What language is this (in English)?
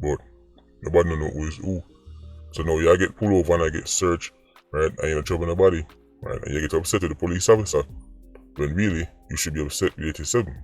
Jamaican Creole English